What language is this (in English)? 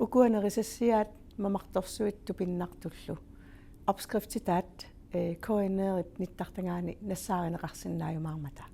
Kalaallisut